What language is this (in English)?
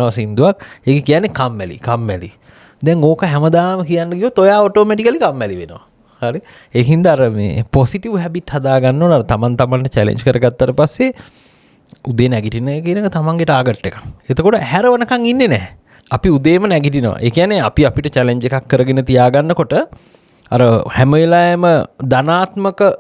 Sinhala